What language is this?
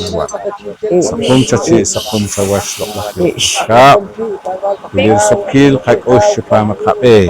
Poqomchi'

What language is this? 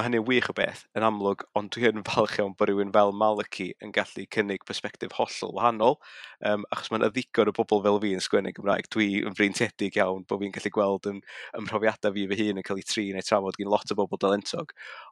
Welsh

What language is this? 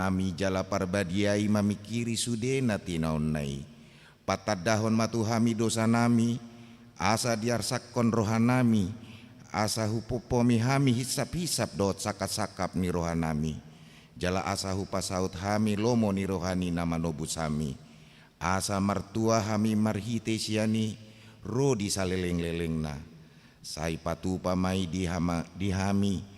Batak Toba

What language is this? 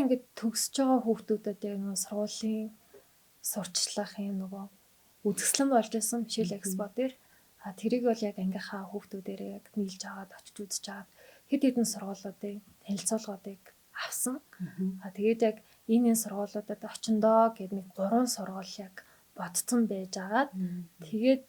Mongolian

